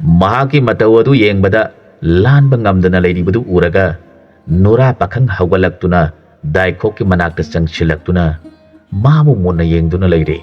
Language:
Manipuri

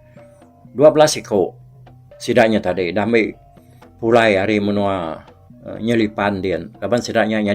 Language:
Iban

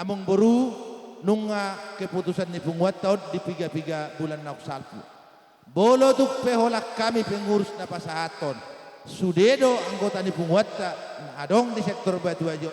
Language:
Batak Toba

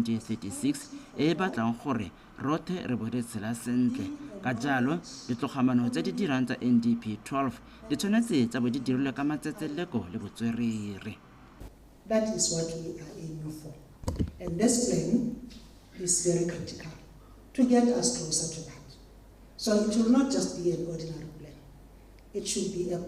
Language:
Tswana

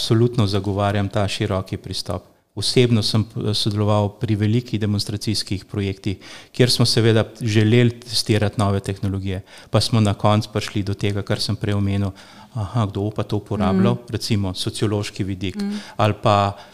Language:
Slovenian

